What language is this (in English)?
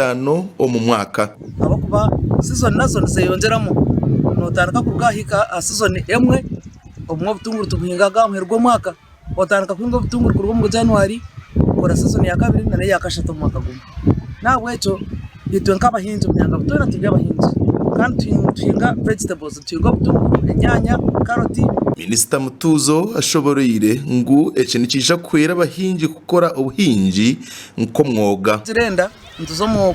Nyankole